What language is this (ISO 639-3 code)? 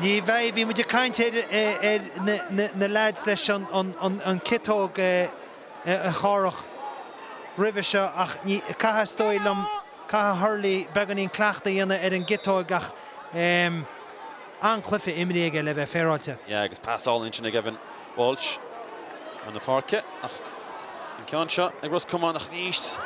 gle